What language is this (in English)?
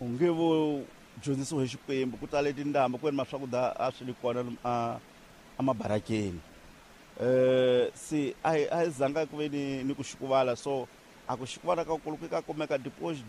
Tsonga